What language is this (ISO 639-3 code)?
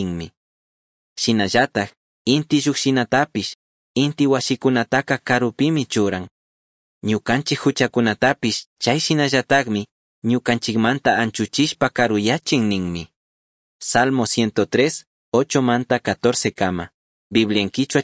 qug